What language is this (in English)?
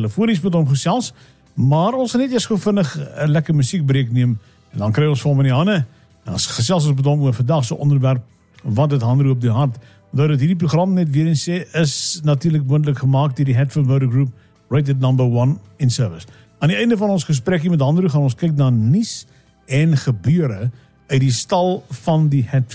Afrikaans